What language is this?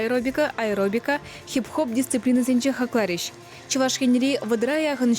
Chuvash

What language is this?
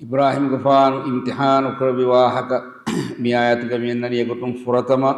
Divehi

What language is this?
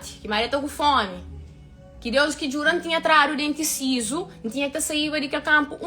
Kabuverdianu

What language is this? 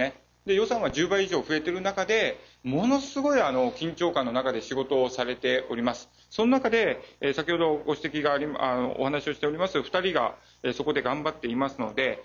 Japanese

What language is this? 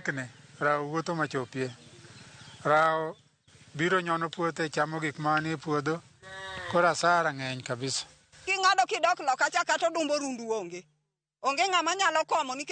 Luo (Kenya and Tanzania)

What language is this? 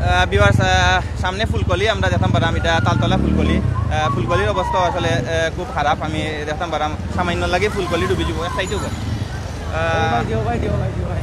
Sylheti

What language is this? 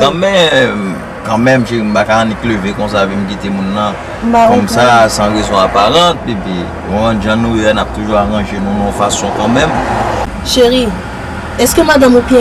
Haitian Creole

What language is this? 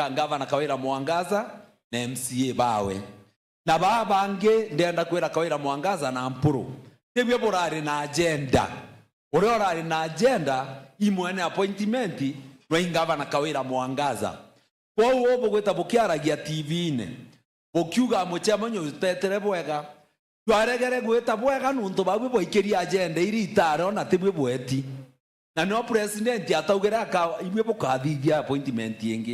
Meru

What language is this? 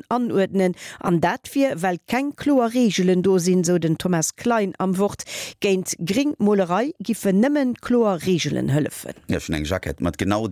Luxembourgish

